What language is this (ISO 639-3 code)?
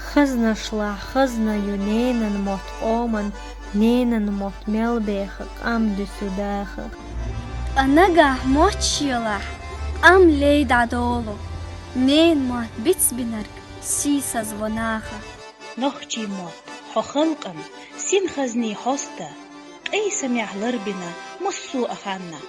che